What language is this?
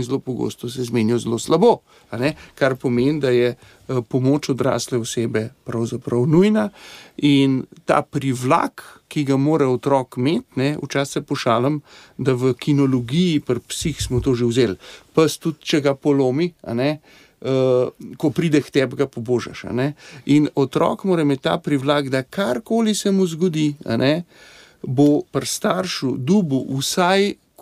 Slovenian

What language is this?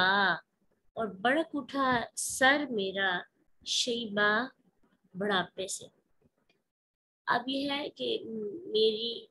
Urdu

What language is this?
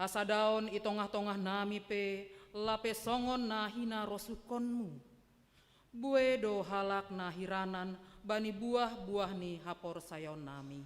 Batak Simalungun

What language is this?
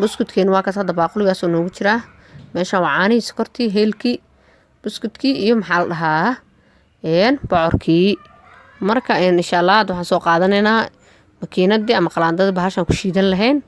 Somali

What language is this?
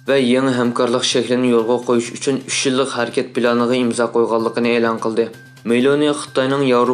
Uyghur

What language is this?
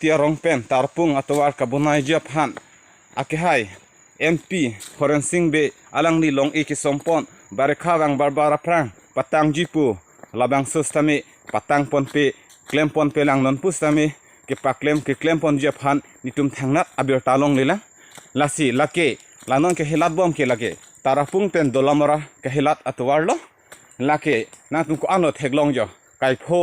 Karbi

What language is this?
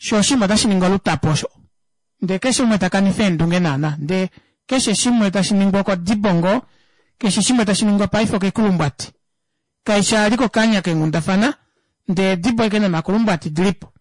Kuanyama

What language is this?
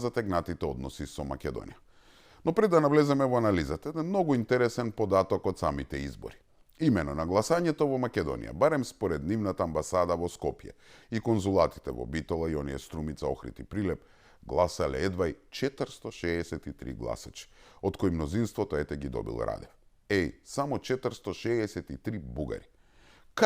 Macedonian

